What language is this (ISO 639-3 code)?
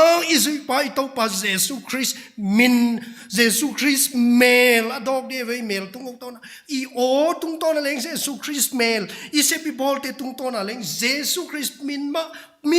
pck